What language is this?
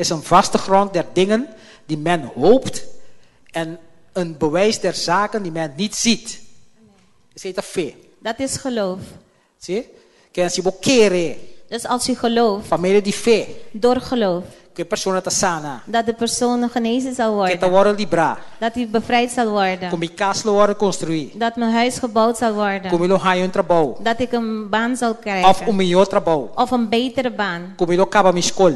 Papiamento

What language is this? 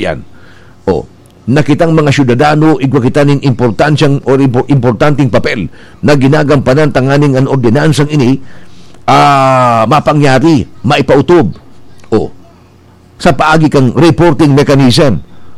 Bikol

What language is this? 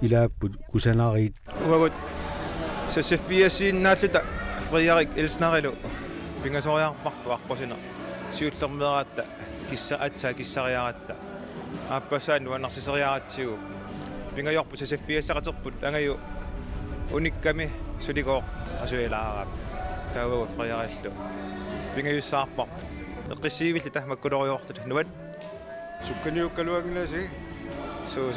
Kalaallisut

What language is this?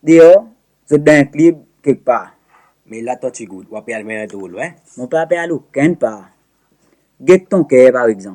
Seselwa Creole French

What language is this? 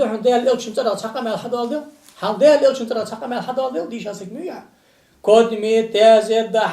Ingush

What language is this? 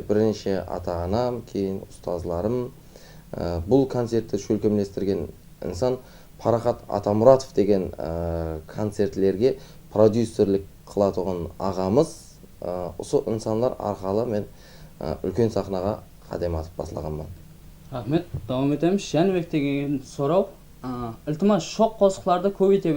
Kara-Kalpak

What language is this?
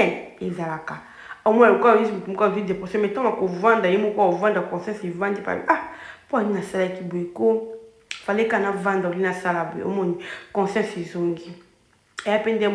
Lingala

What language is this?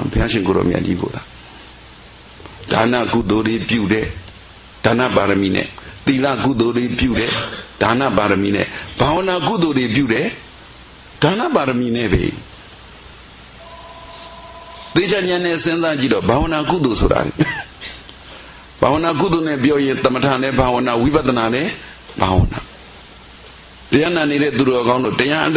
Burmese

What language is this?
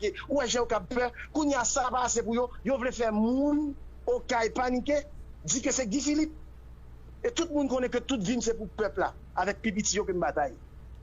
Haitian Creole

